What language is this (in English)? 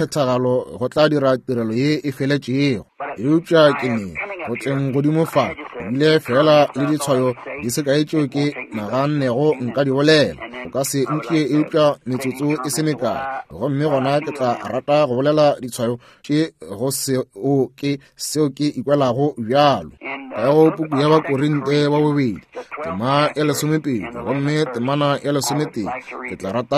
Northern Sotho